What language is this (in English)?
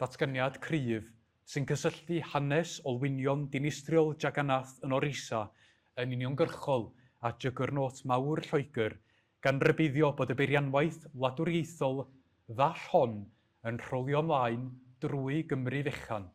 Welsh